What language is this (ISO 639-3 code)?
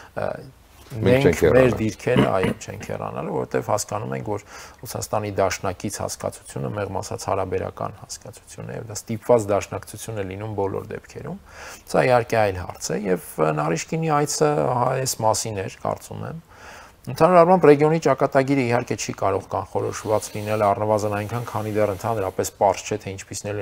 hye